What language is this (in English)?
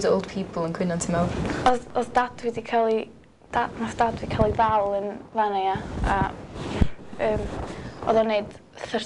Welsh